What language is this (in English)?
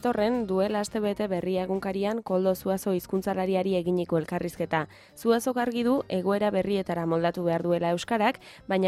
Basque